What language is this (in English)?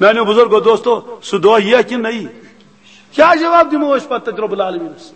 Kashmiri